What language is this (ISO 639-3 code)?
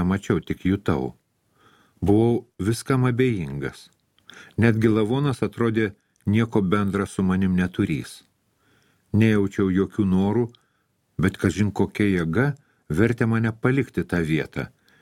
lit